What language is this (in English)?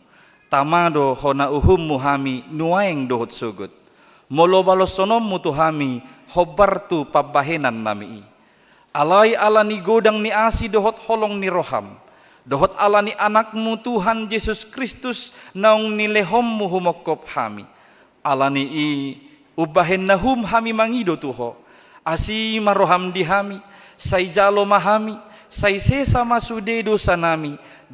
Batak Toba